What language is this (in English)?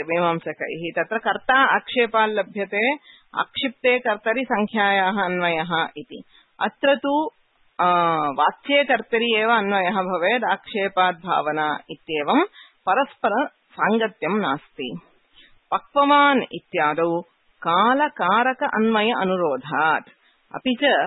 Sanskrit